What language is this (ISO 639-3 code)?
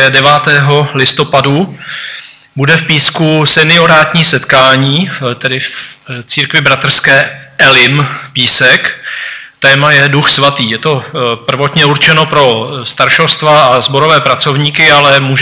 ces